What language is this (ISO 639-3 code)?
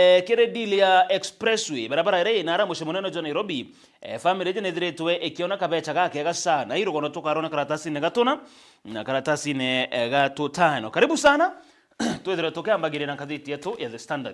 mer